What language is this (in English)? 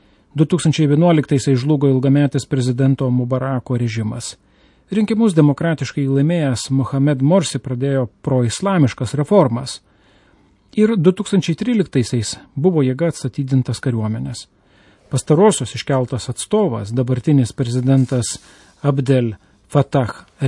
Lithuanian